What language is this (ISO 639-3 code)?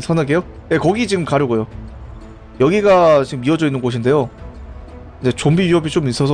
kor